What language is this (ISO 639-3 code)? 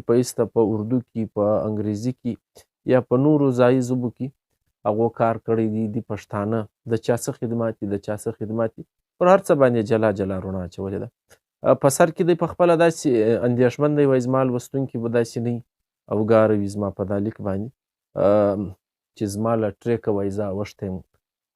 pus